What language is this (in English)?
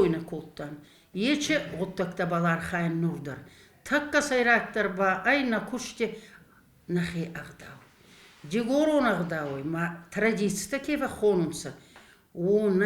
Ossetic